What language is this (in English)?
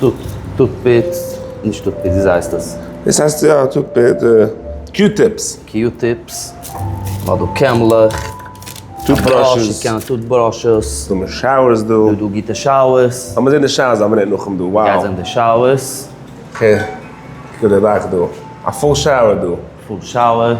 Yiddish